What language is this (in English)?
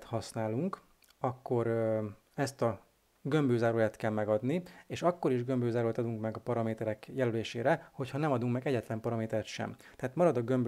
Hungarian